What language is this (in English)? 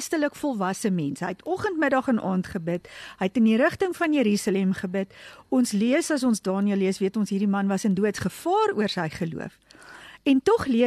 Afrikaans